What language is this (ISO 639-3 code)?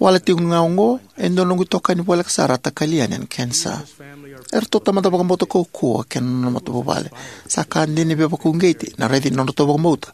fij